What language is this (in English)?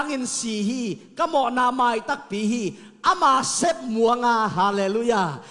Tedim Chin